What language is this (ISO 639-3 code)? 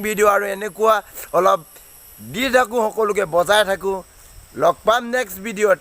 asm